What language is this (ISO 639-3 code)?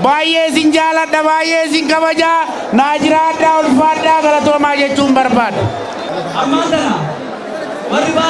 orm